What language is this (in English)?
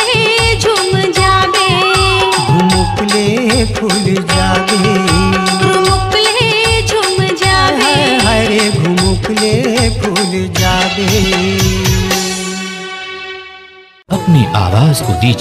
Chhattisgarhi